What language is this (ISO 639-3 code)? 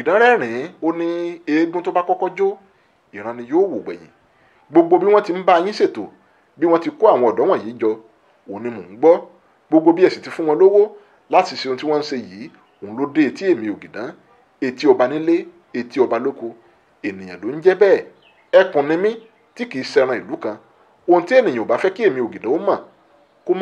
yor